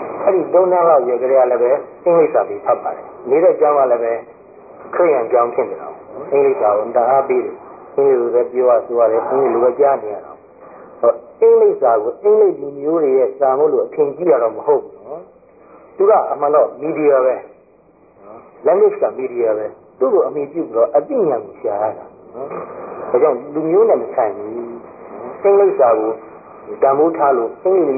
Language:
Burmese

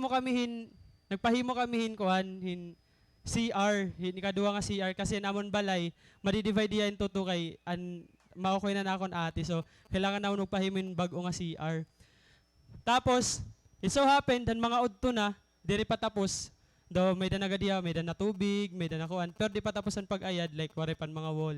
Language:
Waray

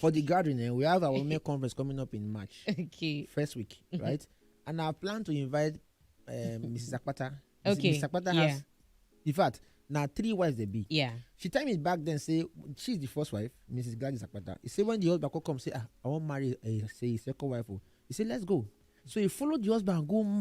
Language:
Nigerian Pidgin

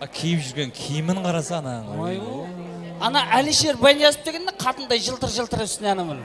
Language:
Kara-Kalpak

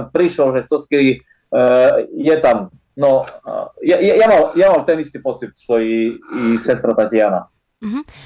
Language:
Slovak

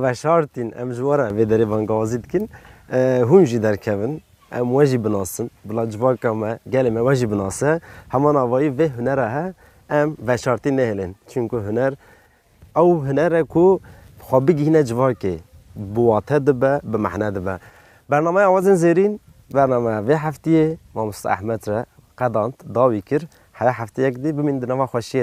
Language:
Kurdish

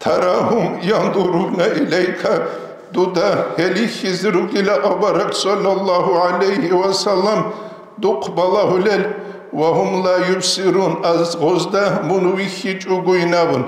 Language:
Avaric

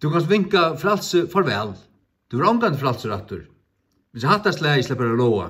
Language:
Faroese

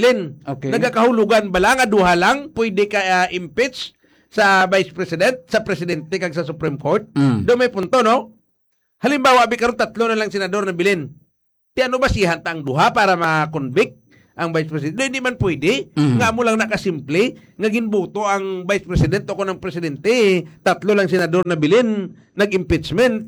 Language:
Hiligaynon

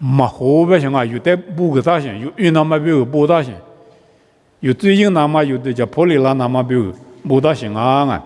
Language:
Lisu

